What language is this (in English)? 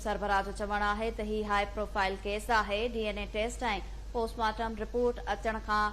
Sindhi